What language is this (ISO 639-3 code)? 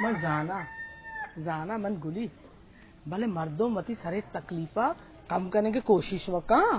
bal